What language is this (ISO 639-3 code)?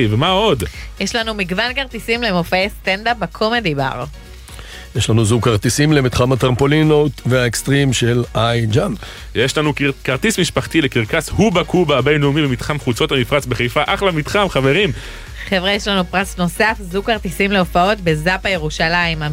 heb